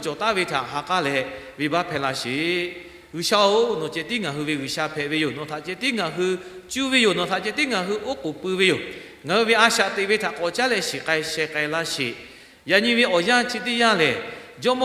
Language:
Lahu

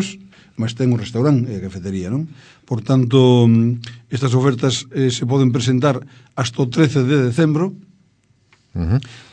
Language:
Galician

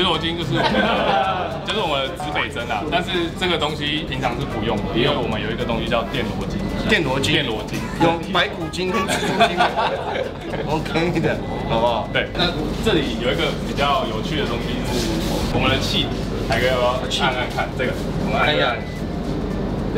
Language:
Chinese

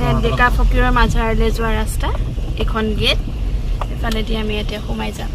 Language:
Assamese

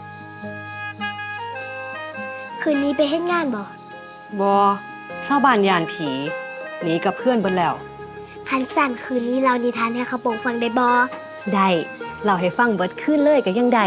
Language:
Lao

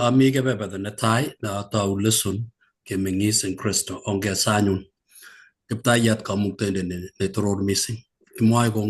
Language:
Kalenjin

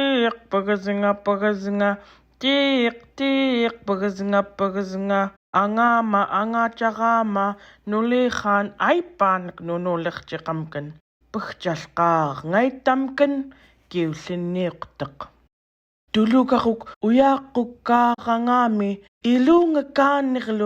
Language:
Central Yupik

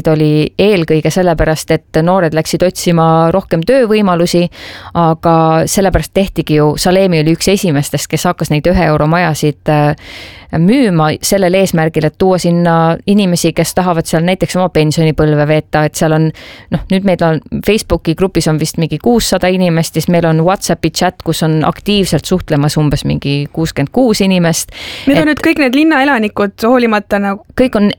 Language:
Estonian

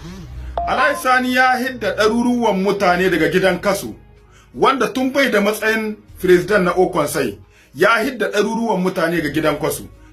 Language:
Hausa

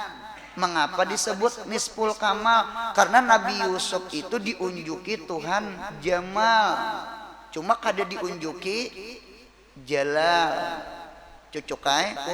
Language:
Banjar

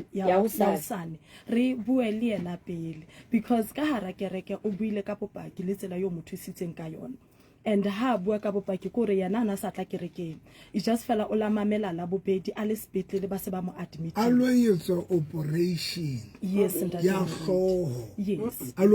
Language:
Southern Sotho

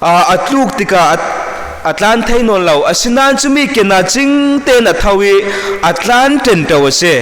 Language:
Falam Chin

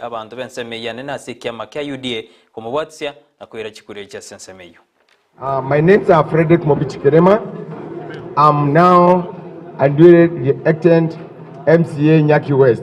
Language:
Gusii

